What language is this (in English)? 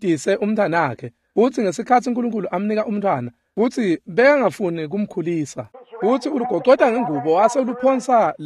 Swati